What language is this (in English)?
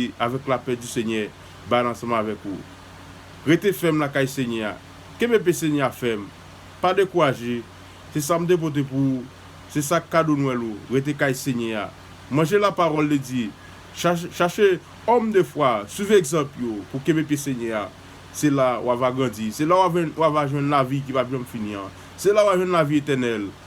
Haitian Creole